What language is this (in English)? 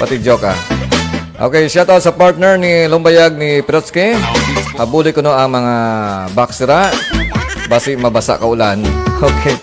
Hiligaynon